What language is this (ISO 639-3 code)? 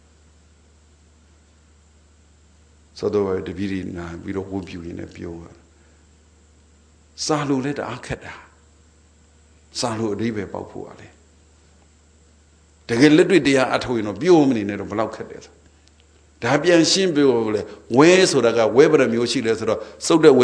mya